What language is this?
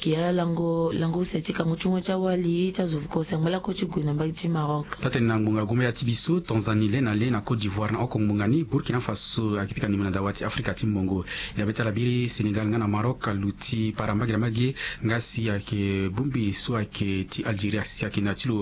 Sango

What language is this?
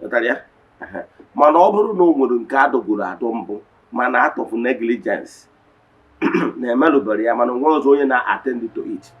Igbo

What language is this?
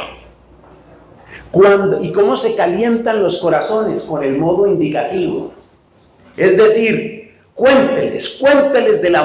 Spanish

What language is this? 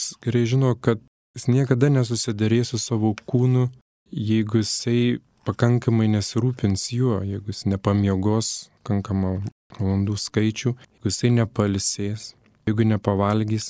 Lithuanian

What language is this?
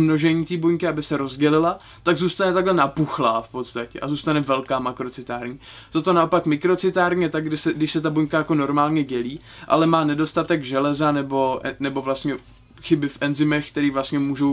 Czech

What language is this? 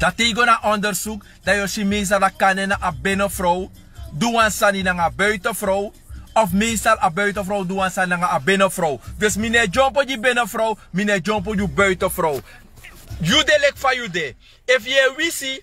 Sranan Tongo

